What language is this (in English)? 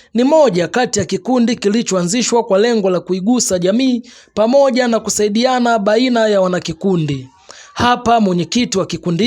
Swahili